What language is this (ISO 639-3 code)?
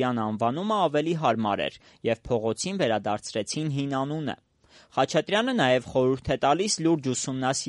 hye